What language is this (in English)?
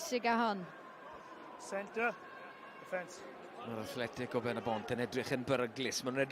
Welsh